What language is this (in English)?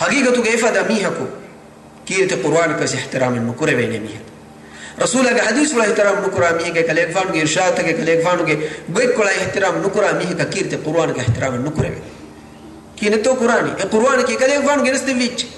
Divehi